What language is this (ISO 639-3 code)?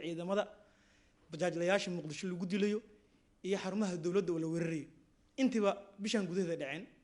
som